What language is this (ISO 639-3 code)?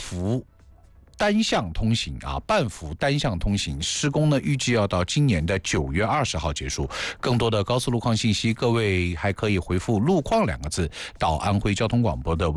zho